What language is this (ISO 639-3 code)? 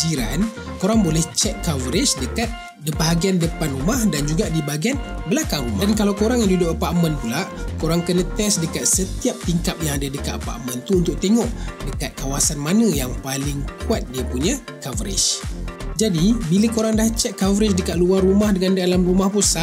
msa